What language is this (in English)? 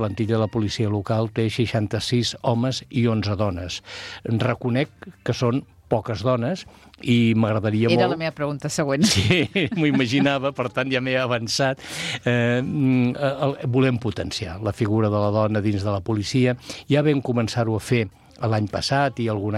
Catalan